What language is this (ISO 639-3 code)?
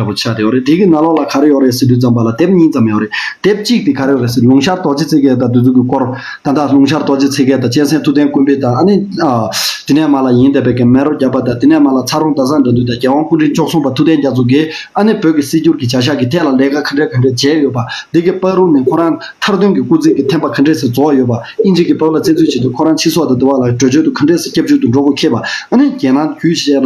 bod